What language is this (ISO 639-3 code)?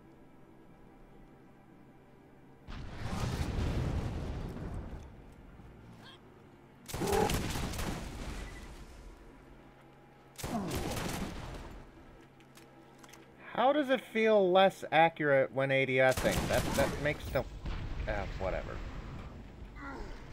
eng